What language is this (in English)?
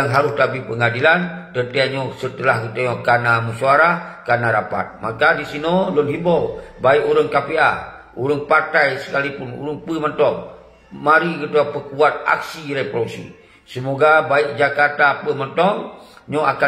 Achinese